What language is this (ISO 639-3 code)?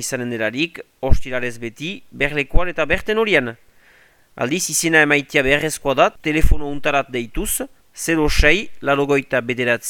eus